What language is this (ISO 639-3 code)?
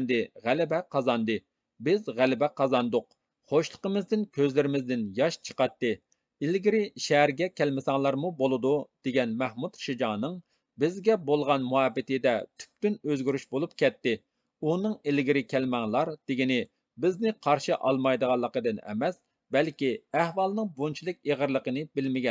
uig